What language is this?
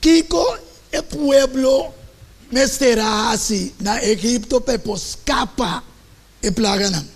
Papiamento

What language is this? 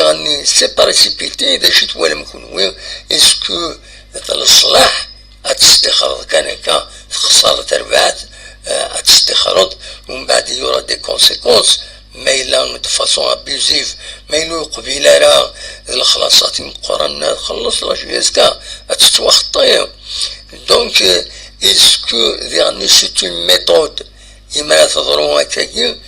Kabyle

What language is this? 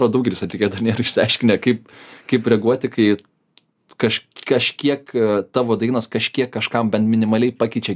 Lithuanian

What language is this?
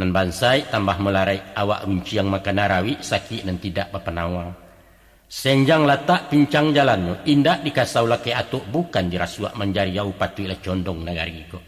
Minangkabau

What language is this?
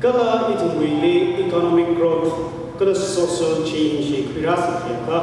Tangkhul Naga (India)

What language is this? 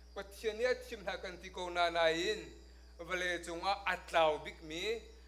Hakha Chin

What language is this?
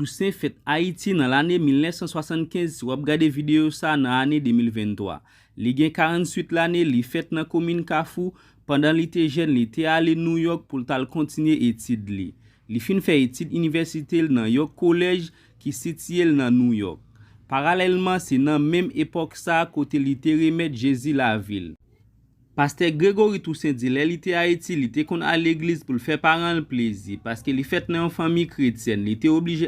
Haitian Creole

